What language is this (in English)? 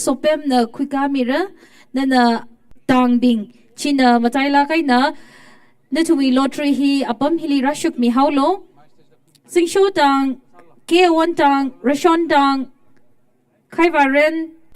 Tangkhul Naga (India)